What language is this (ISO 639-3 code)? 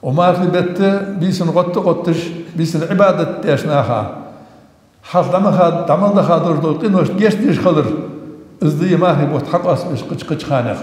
inh